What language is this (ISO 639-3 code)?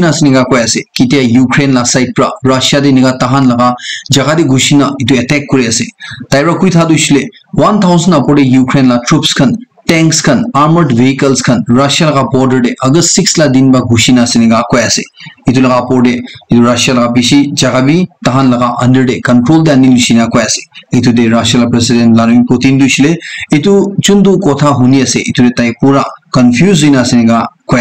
nag